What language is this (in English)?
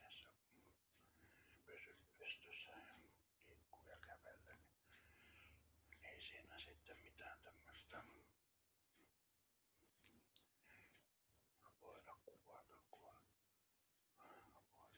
Finnish